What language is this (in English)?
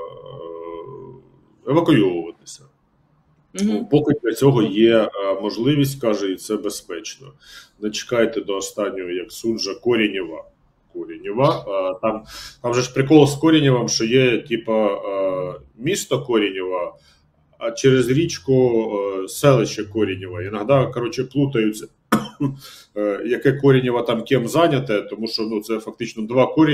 Ukrainian